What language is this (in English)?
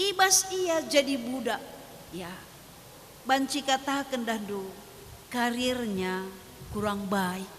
Batak Karo